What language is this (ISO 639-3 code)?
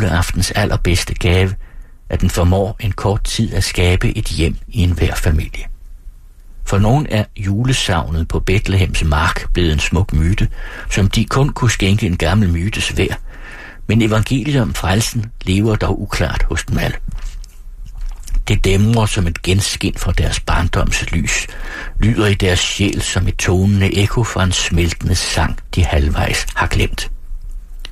dan